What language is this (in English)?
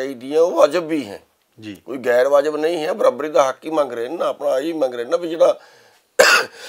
Punjabi